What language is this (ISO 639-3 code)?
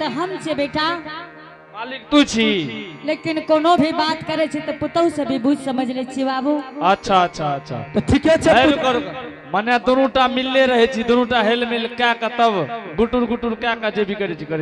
anp